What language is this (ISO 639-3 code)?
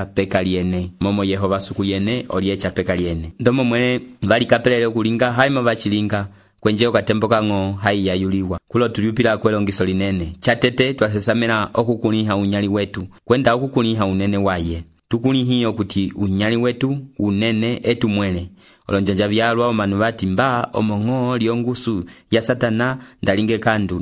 umb